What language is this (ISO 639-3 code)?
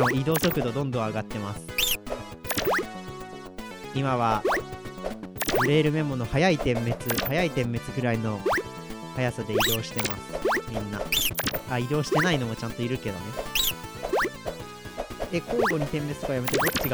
jpn